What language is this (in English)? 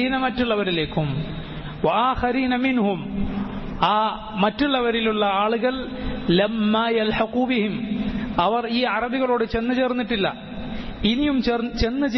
Malayalam